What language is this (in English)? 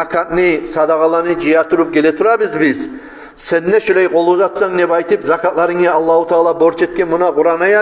Kumyk